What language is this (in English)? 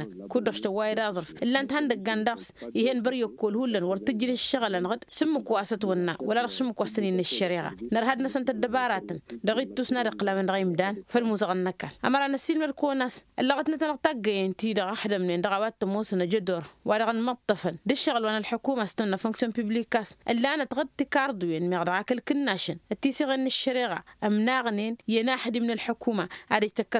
Tamasheq